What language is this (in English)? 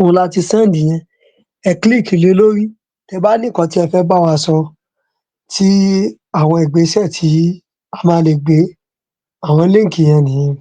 Yoruba